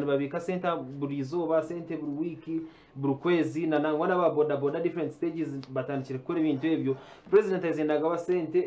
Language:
Nyankole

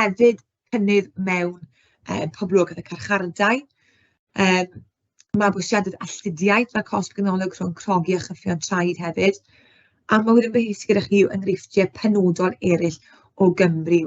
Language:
Welsh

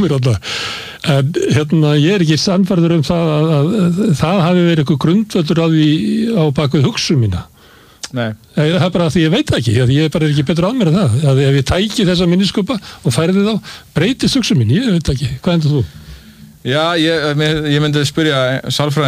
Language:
Icelandic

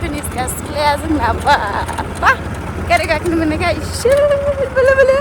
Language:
Bodo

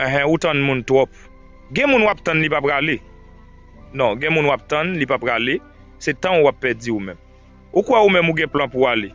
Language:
Haitian Creole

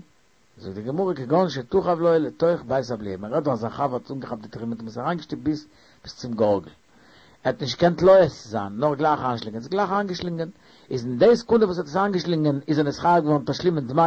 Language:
Yiddish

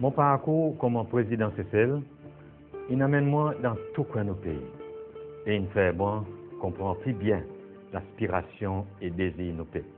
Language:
Seselwa Creole French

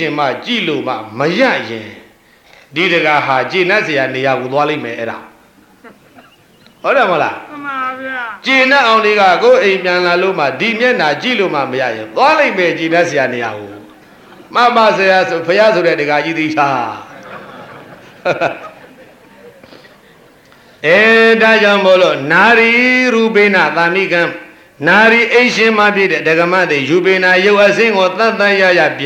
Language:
Burmese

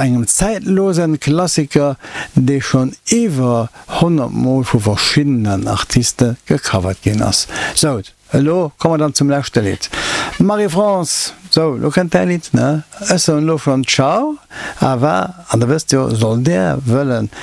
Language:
Luxembourgish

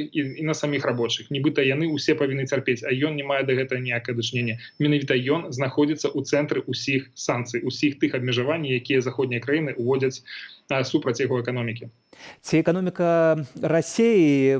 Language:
Belarusian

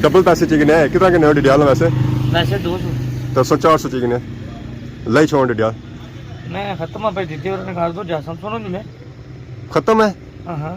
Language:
Pahari-Potwari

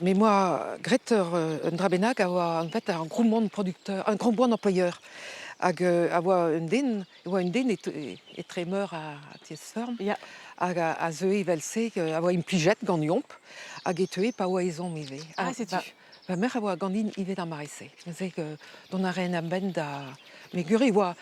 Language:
Breton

